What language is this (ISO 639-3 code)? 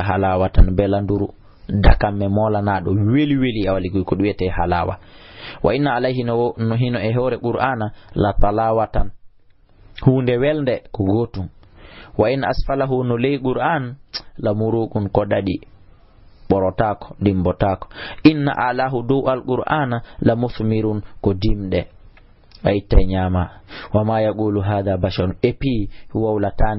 ful